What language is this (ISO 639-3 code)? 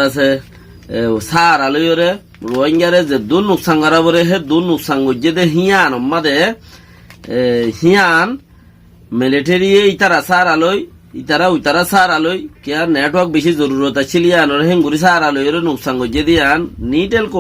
rhg